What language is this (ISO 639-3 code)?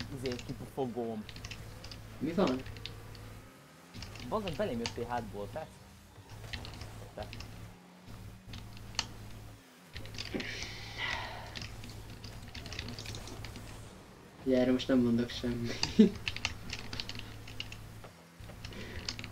hun